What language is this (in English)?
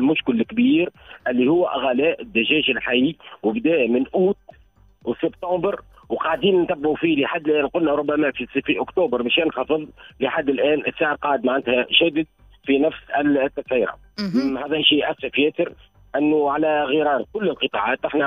Tunisian Arabic